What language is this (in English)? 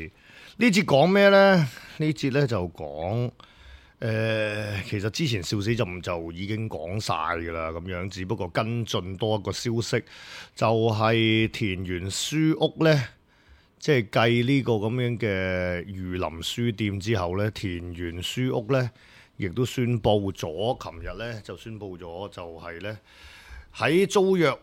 Cantonese